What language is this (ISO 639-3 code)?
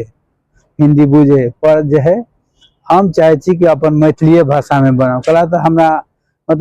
mai